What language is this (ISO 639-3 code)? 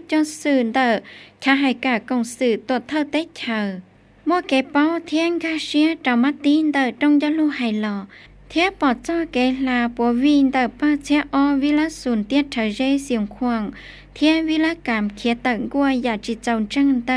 hmn